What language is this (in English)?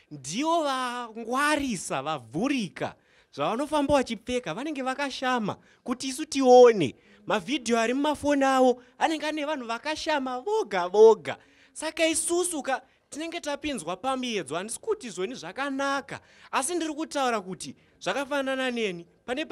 Shona